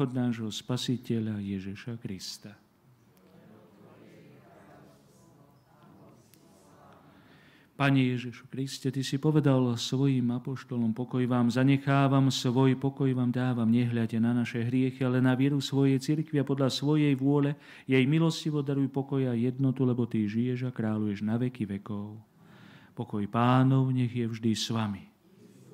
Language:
Slovak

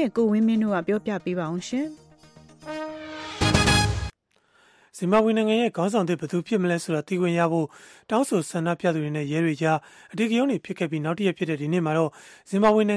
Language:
Burmese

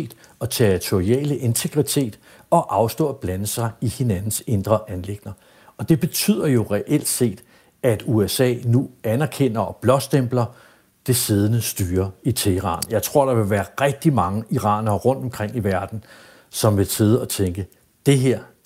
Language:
Danish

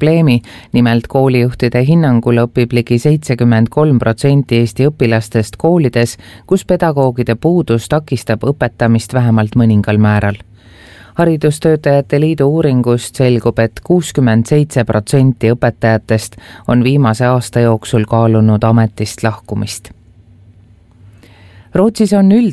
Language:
Estonian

